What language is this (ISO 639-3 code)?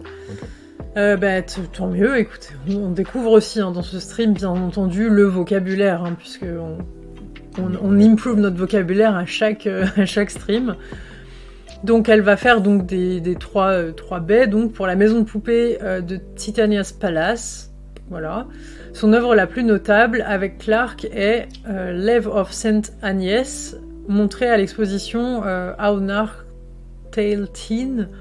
fra